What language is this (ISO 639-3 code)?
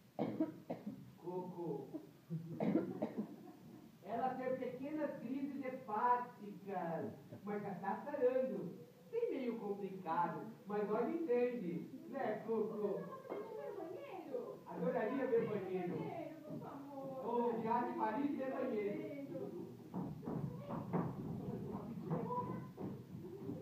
por